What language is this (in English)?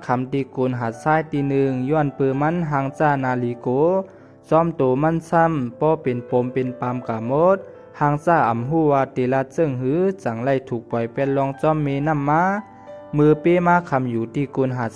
Shan